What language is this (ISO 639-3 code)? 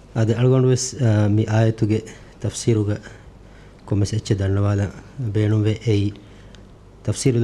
div